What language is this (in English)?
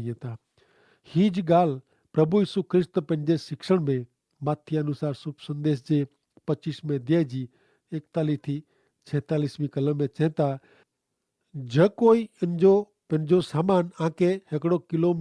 Kachhi